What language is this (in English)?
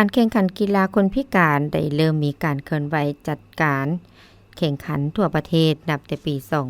Lao